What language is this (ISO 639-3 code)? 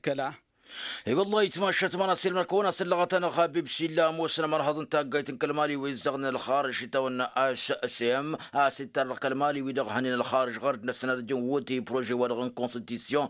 taq